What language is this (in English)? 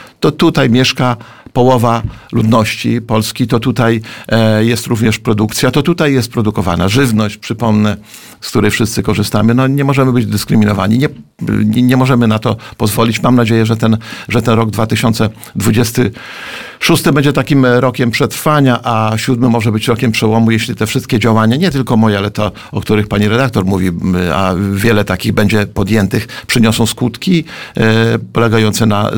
Polish